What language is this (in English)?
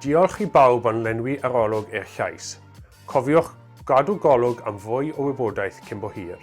Welsh